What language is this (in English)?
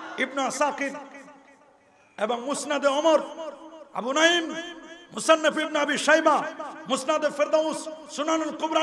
Bangla